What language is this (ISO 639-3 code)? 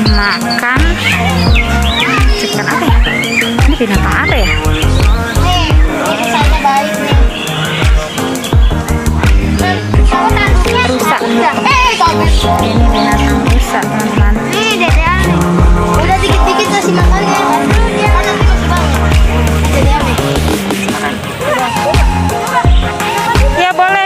ind